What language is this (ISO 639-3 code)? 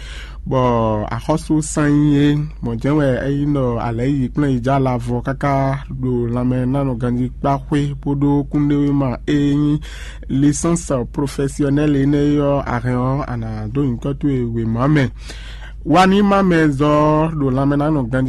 fon